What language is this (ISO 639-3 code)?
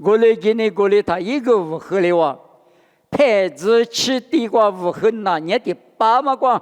lis